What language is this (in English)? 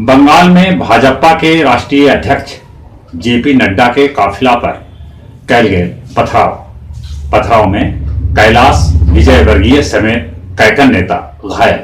Magahi